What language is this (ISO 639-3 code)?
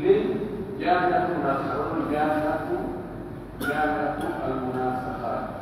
fuf